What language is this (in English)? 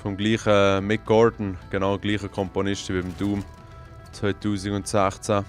Swiss German